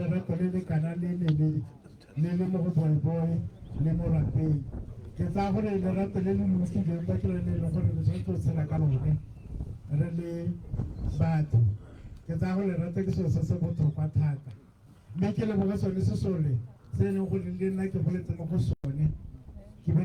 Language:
Tswana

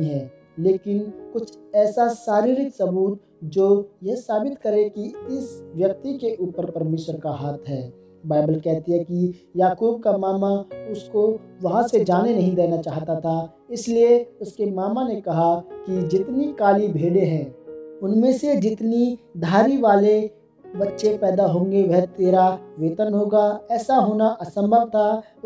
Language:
Hindi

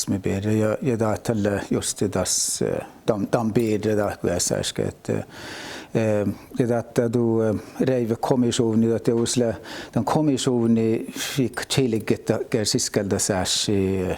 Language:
Northern Sami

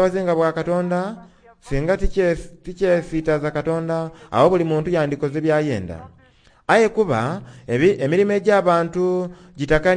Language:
Soga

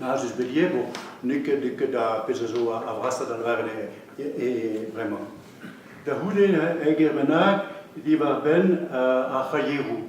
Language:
Breton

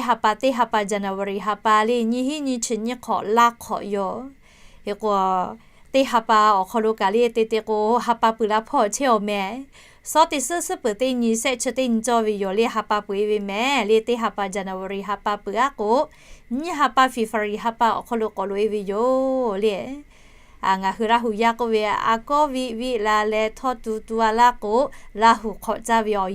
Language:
Lahu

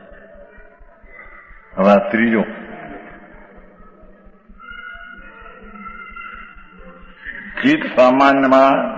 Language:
Gujarati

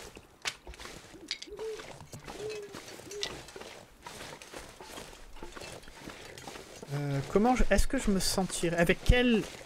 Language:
French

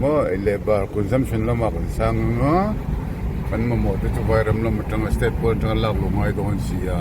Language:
Mizo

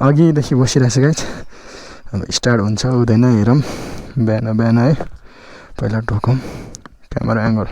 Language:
Nepali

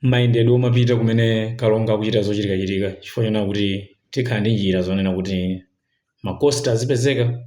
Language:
Nyanja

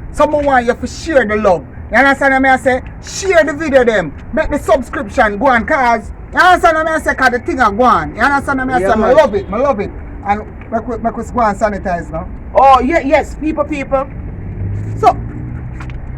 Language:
Jamaican Creole English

